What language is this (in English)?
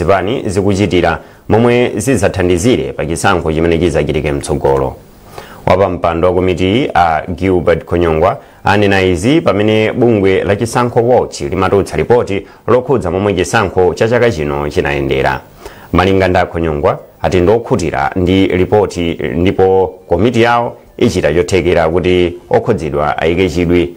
Nyanja